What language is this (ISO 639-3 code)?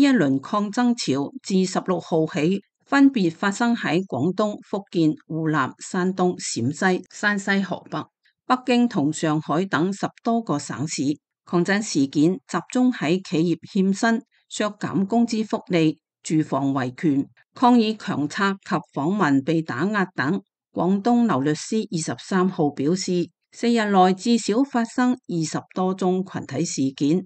yue